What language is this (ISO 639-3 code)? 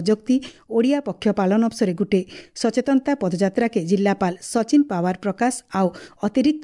ori